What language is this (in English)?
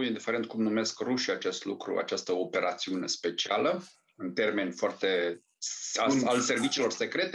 Romanian